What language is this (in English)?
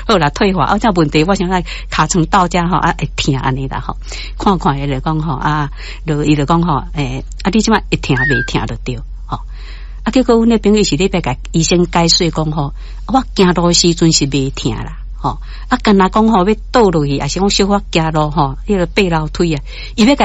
Min Nan Chinese